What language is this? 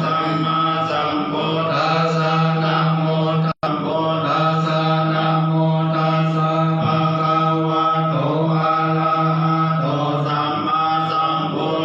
Pali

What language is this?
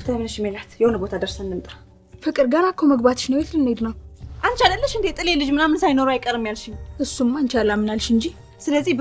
Amharic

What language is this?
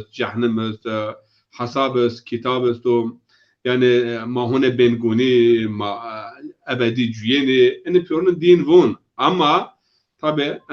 Zaza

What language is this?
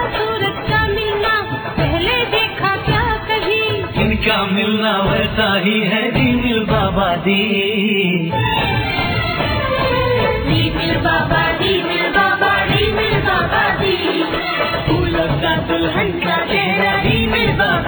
Hindi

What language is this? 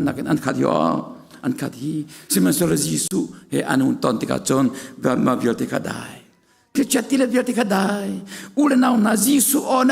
Hakha Chin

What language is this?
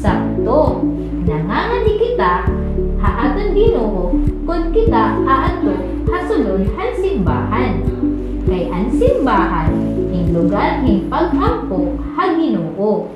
Waray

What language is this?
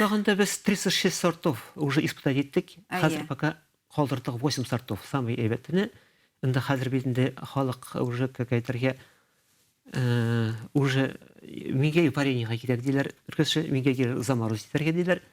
Bashkir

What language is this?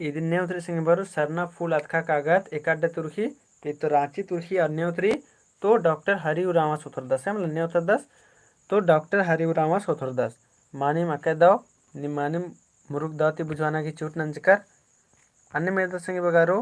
Kurukh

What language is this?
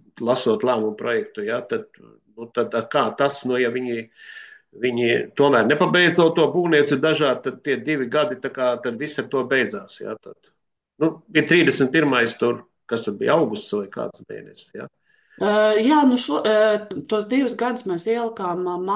Latvian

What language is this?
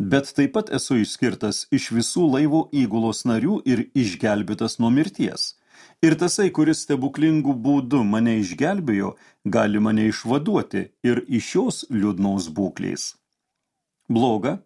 Lithuanian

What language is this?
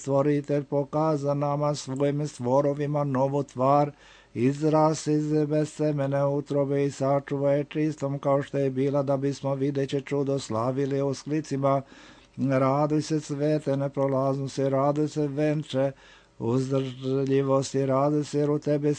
Serbian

